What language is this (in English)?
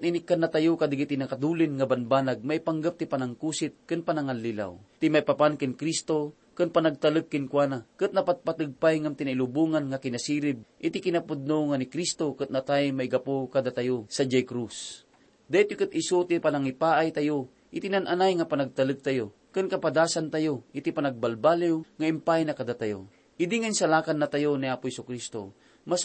Iloko